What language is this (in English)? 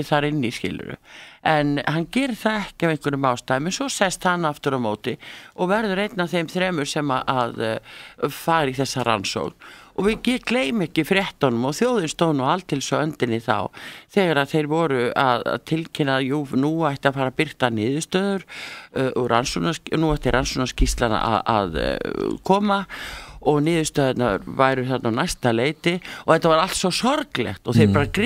Icelandic